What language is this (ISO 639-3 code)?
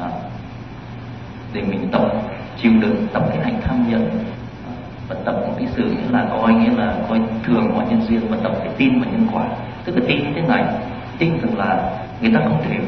vie